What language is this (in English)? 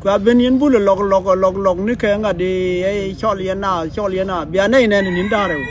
Nuer